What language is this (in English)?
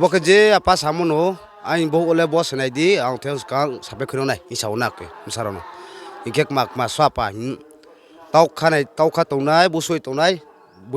Riang (India)